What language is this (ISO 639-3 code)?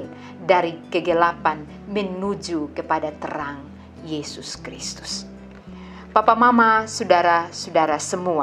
mkn